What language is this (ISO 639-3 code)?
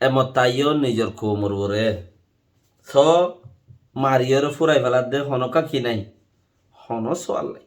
rhg